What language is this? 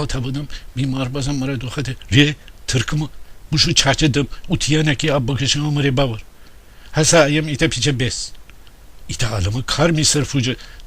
Gilaki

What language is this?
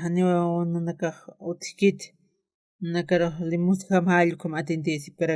Aymara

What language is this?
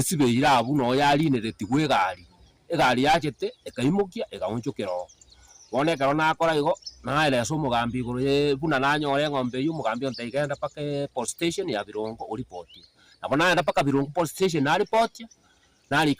Gusii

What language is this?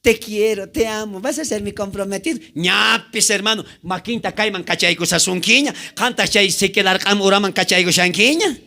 South Bolivian Quechua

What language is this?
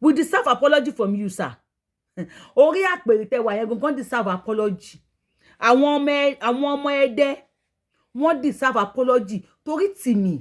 Yoruba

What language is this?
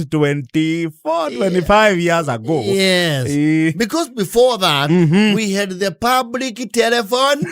Kikuyu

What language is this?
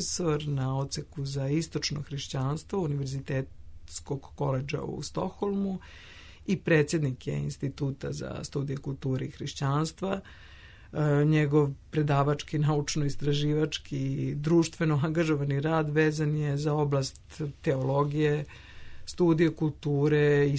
Serbian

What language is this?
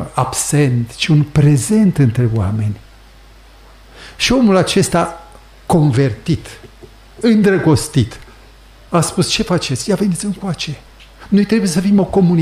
Romanian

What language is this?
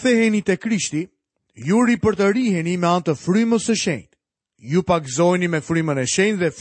Albanian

